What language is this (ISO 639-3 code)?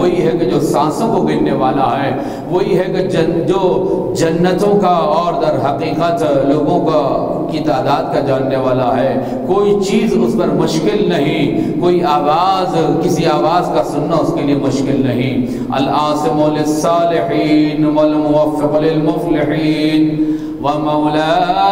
urd